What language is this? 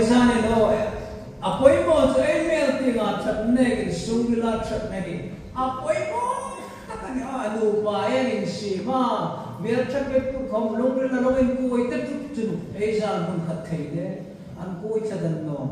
Hmar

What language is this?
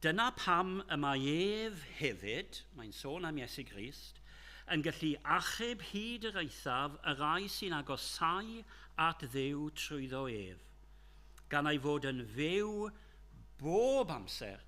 Welsh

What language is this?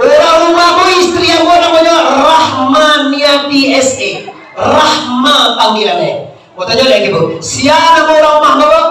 Minangkabau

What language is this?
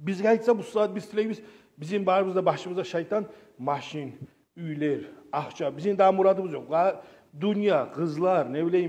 Kumyk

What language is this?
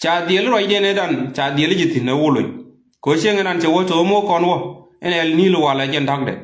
Nuer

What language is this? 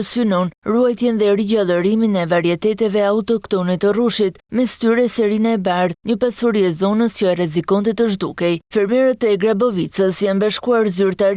Albanian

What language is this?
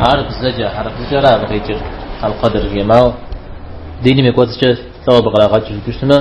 Kabardian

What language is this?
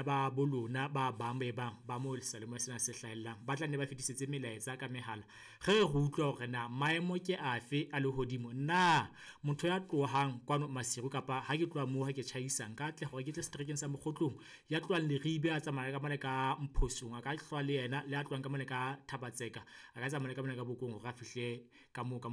Southern Sotho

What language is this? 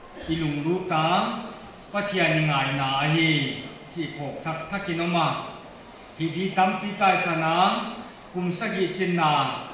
Paite Chin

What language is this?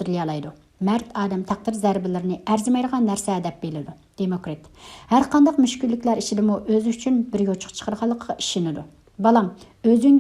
Uyghur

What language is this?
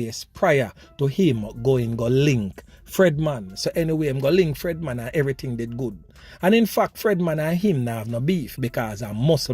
Jamaican Creole English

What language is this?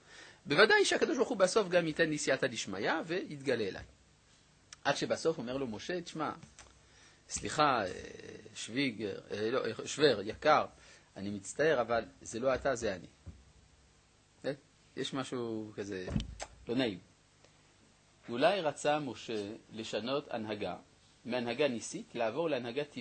Hebrew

